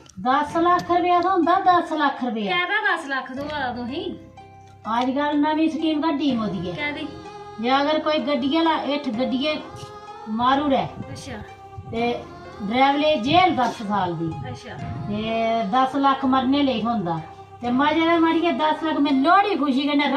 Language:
Dogri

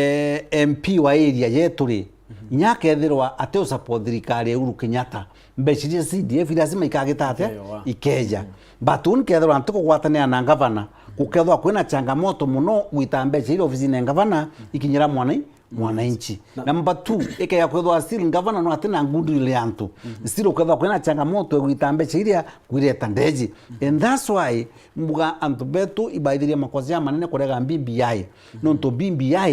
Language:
Meru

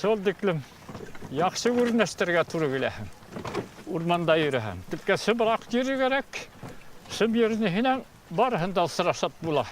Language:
Bashkir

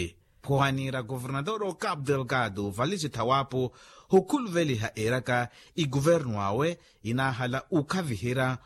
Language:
Makhuwa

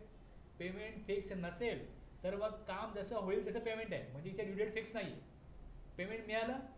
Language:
Marathi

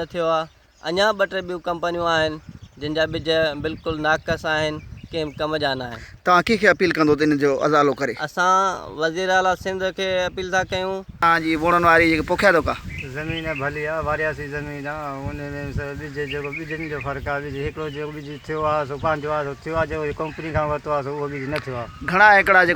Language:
Sindhi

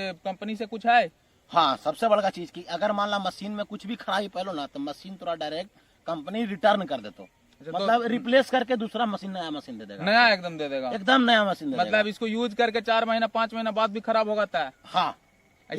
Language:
Magahi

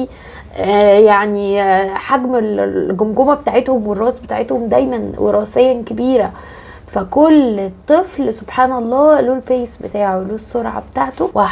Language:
Egyptian Arabic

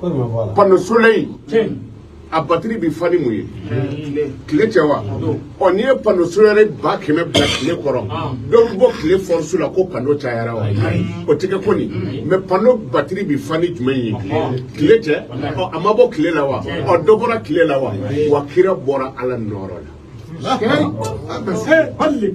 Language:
Bambara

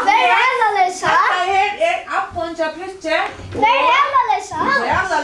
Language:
Faroese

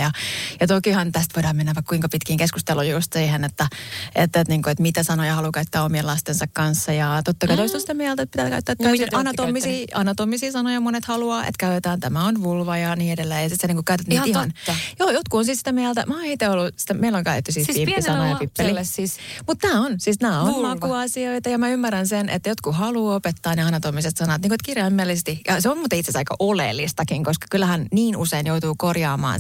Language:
Finnish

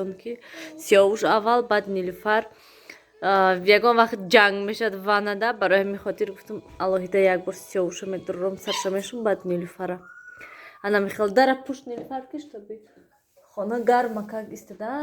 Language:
Tajik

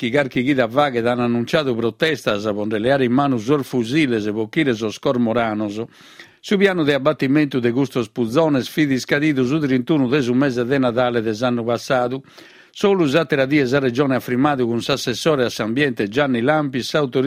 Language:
Sardinian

